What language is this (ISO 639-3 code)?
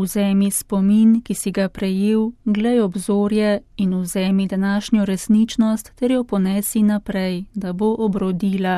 slv